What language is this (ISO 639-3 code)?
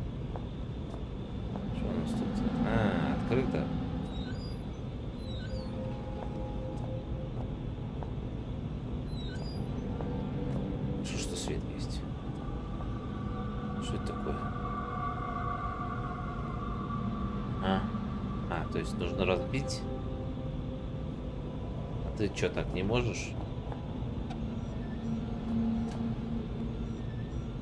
rus